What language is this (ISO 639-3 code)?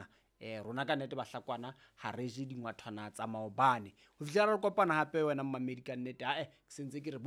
sot